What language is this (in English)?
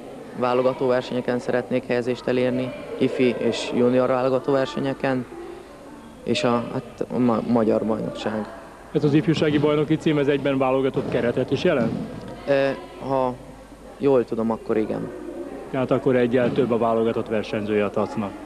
Hungarian